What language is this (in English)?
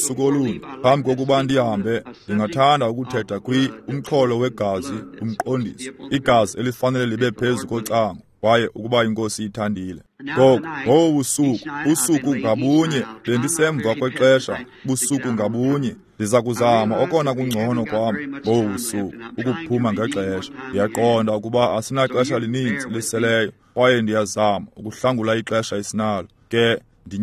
Xhosa